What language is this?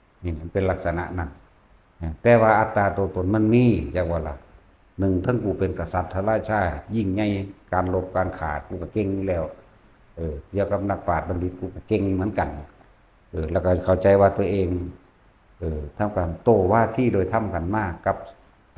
Lao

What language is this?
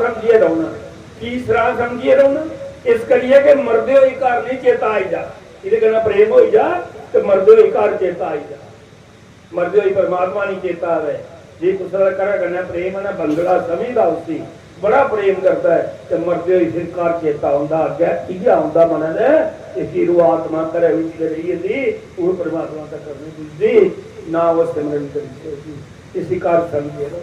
Dogri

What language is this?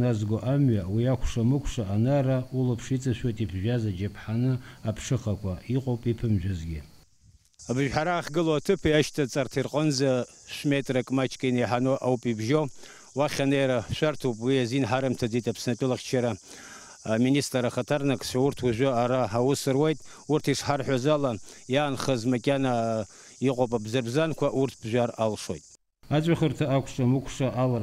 Abkhazian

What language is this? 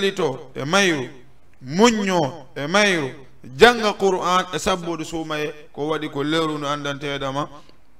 Fula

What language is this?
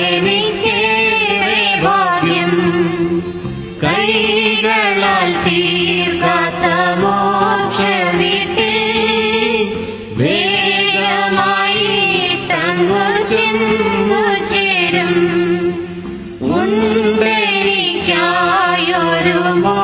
Malayalam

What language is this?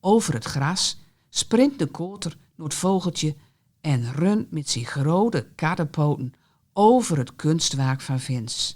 Gronings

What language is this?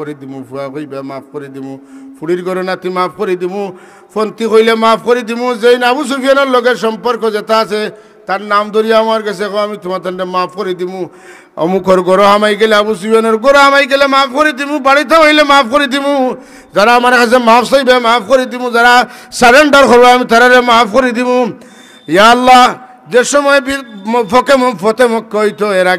Sylheti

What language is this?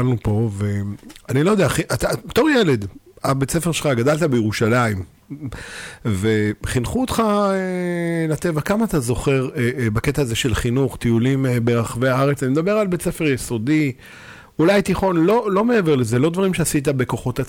Hebrew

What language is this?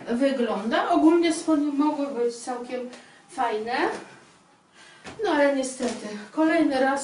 Polish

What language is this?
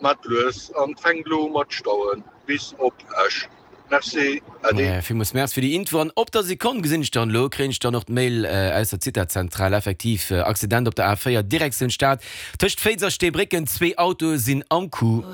Luxembourgish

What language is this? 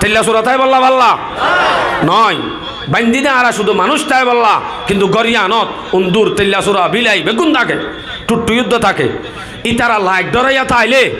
Rohingya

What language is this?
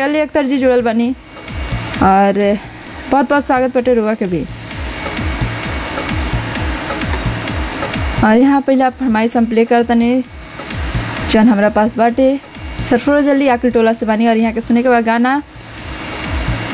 Bhojpuri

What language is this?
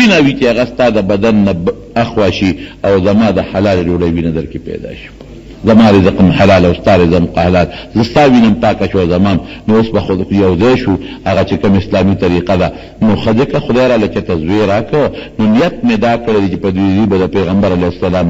Pashto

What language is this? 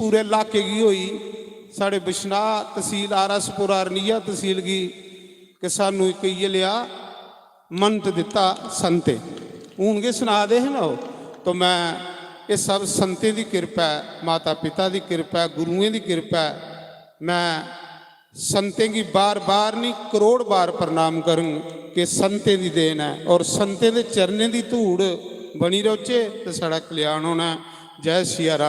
Dogri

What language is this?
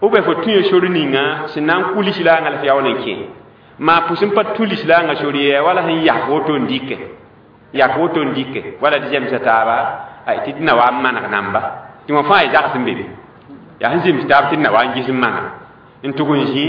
Mossi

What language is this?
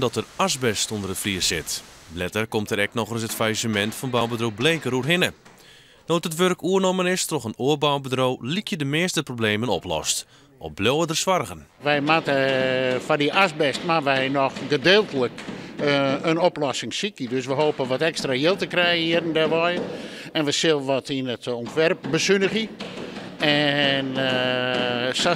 Western Frisian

